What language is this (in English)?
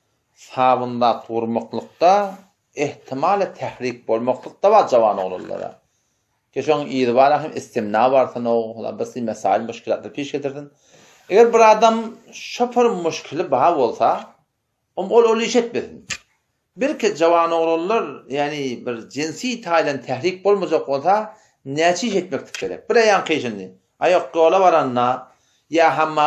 Turkmen